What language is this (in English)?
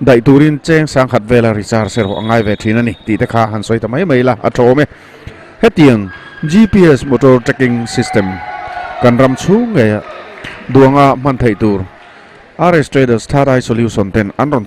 Mizo